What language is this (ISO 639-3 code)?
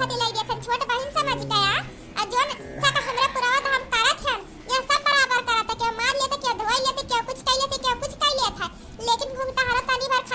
awa